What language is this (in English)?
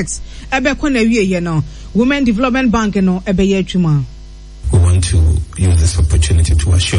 Akan